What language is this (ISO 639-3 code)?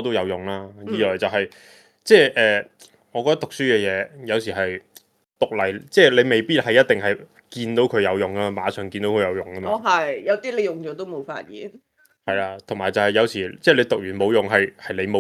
yue